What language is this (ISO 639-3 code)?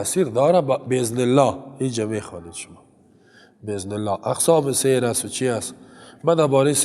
fas